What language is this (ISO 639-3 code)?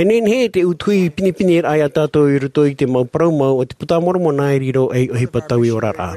tah